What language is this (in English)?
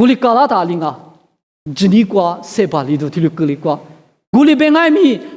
Lisu